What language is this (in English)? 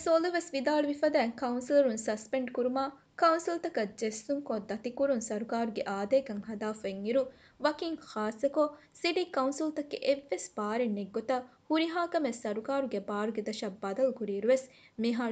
Divehi